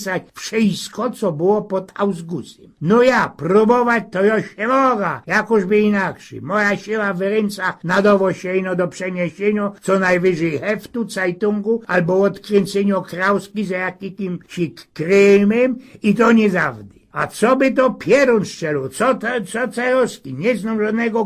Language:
Silesian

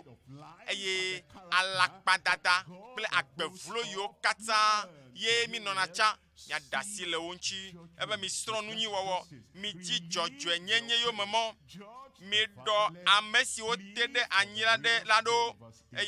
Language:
Ewe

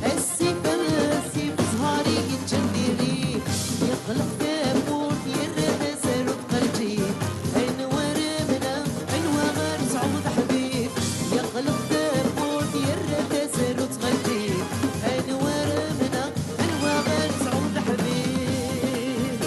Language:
Kabyle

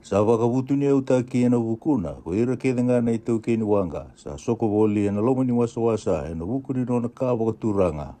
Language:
Fijian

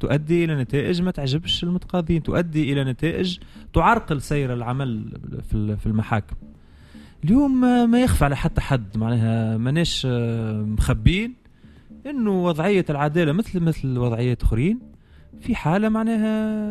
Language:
Tunisian Arabic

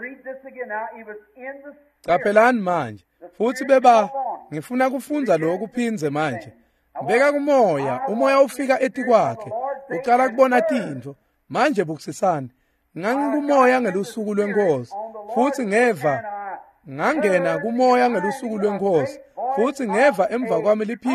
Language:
Swati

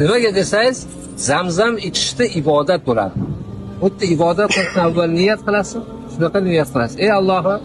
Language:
Uzbek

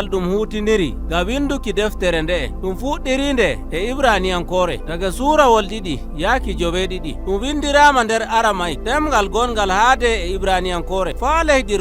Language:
Nigerian Fulfulde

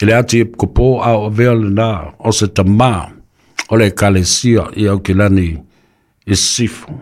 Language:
Samoan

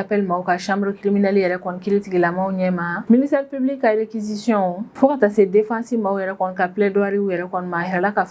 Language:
Bambara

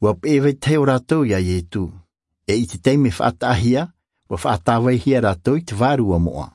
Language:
Tahitian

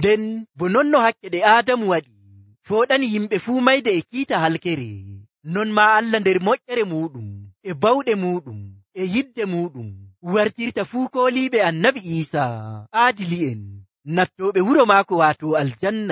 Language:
Nigerian Fulfulde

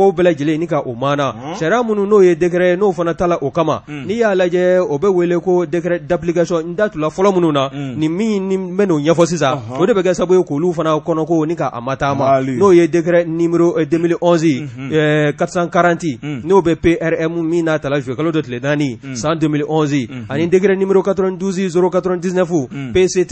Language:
Bambara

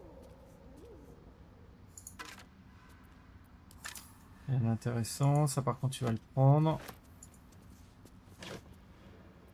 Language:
French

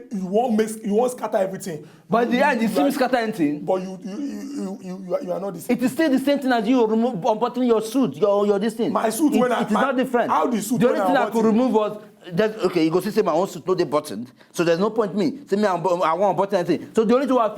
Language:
Nigerian Pidgin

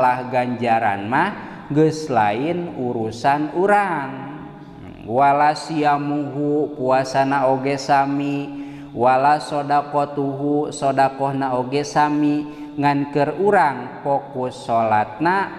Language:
Sundanese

